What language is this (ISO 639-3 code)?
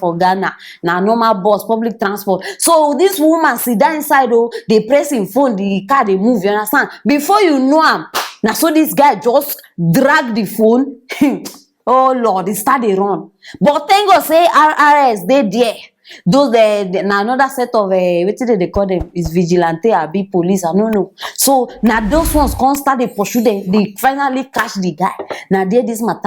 pcm